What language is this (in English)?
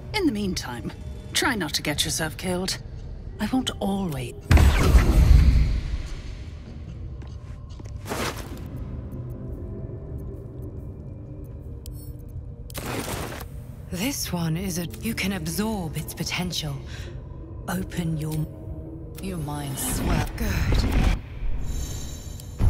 English